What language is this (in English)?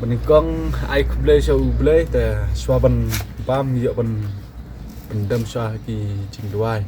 Khasi